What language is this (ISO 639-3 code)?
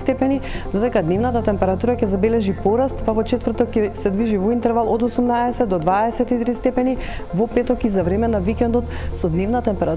mkd